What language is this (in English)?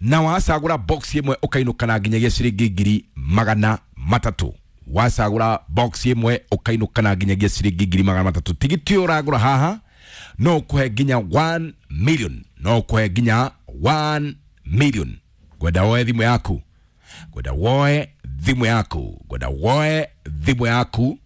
Kikuyu